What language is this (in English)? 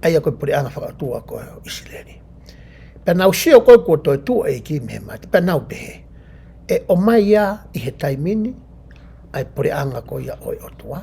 Tongan